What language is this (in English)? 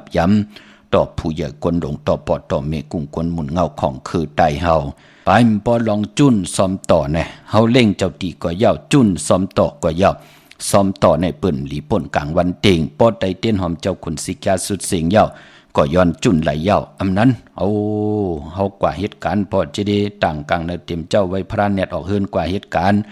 Shan